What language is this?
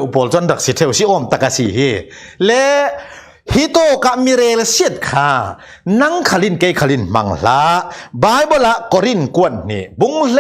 Falam Chin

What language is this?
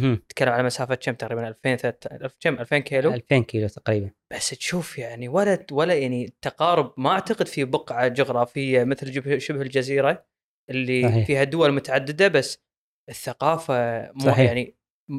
Gulf Arabic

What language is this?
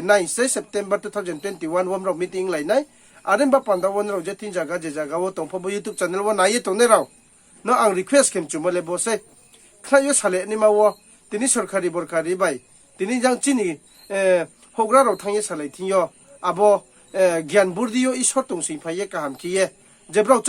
Riang (India)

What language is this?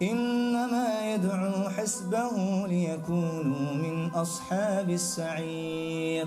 Balkan Romani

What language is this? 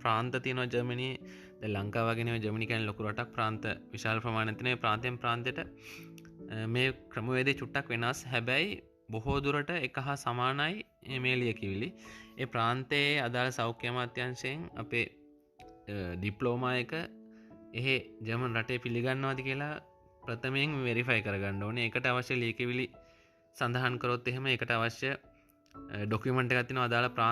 Sinhala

